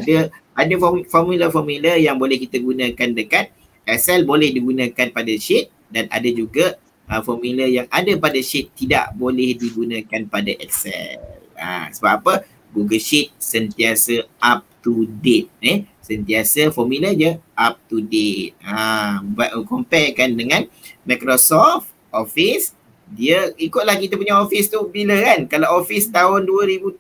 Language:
Malay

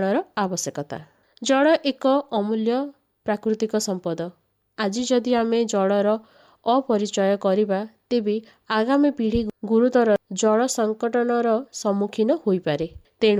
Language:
Odia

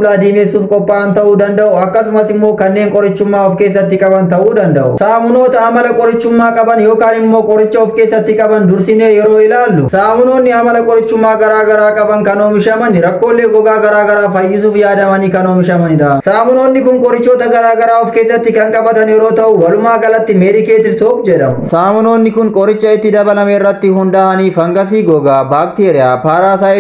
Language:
Oromo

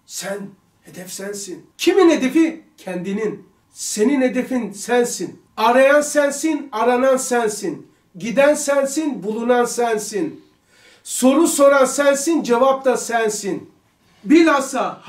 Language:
Turkish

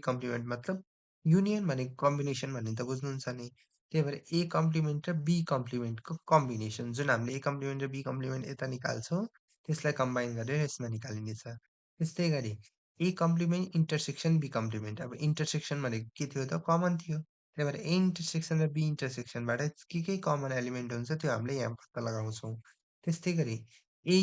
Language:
Nepali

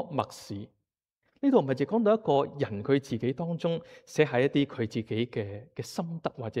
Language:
Cantonese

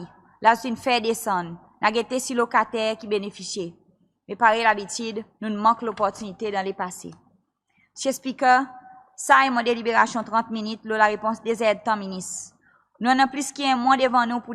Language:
Seselwa Creole French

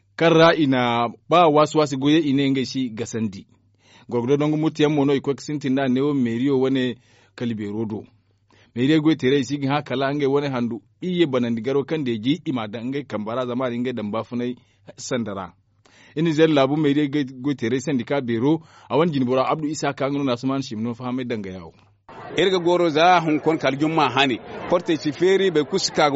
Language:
Zarma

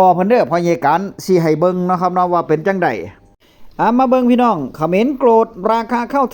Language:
Northeastern Thai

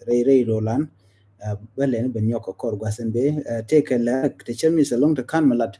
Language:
Nuer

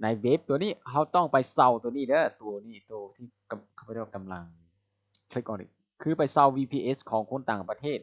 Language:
Lao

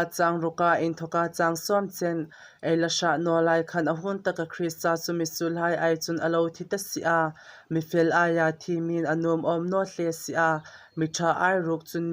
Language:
Hmar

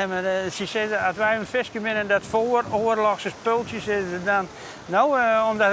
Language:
Western Frisian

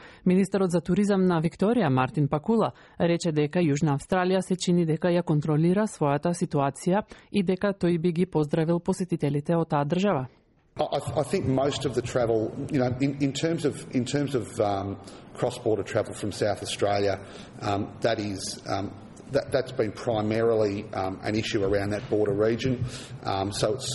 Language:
Macedonian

